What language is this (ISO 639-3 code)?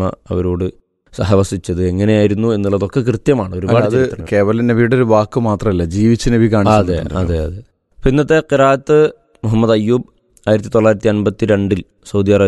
mal